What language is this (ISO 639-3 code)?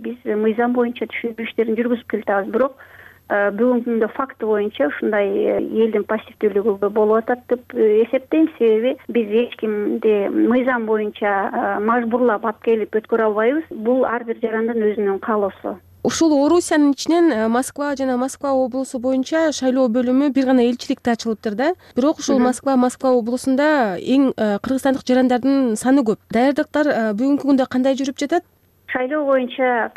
kir